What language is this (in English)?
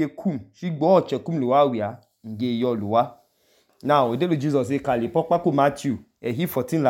Idoma